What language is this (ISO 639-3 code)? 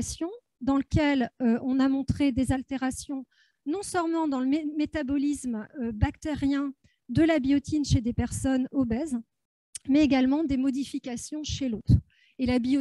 fra